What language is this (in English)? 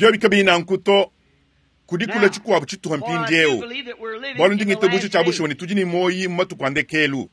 Luba-Lulua